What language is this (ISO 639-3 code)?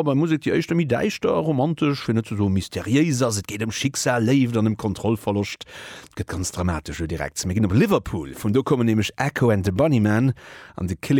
ltz